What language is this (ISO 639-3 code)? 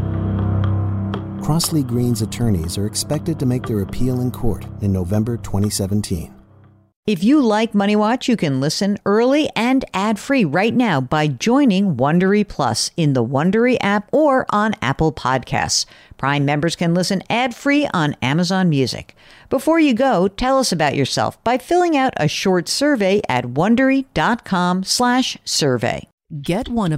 eng